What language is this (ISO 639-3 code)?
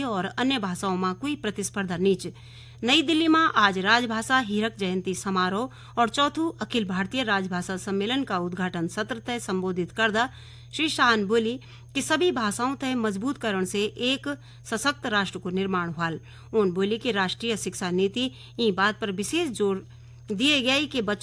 gbm